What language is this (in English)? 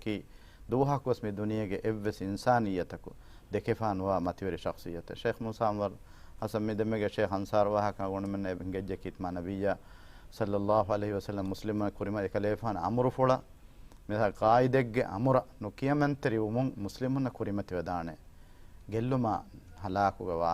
Divehi